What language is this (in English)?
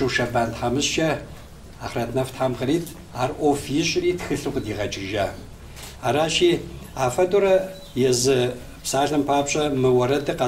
Kabardian